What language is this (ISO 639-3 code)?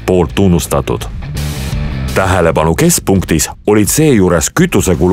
est